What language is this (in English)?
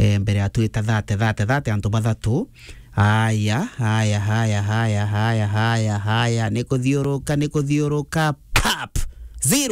Meru